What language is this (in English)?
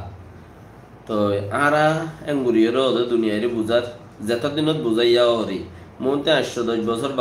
Rohingya